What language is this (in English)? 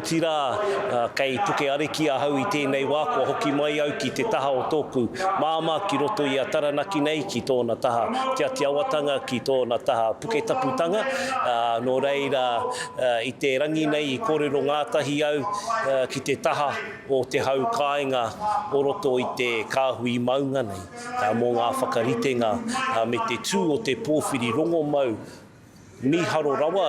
Māori